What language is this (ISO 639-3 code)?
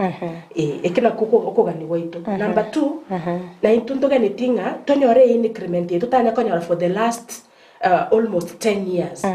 guz